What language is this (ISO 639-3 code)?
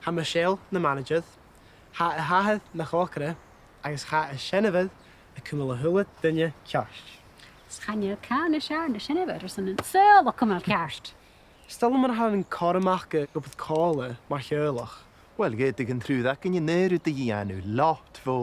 gla